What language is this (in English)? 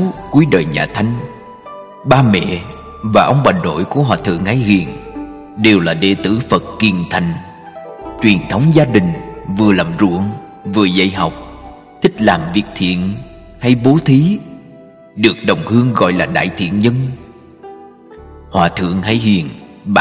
Vietnamese